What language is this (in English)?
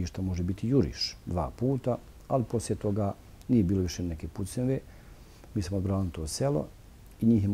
Bosnian